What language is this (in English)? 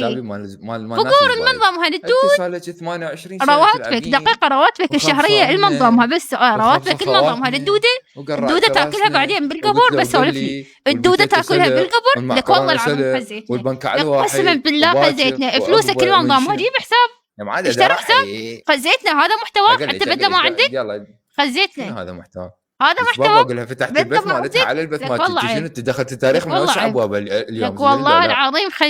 Mesopotamian Arabic